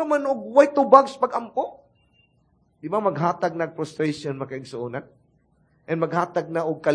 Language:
Cebuano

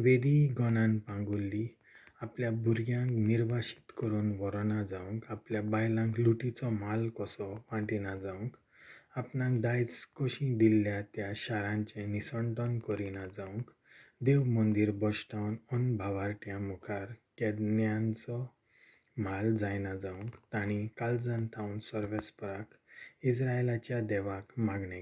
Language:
Konkani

